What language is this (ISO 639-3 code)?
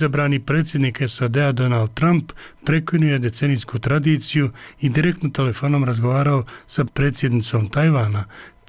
hrv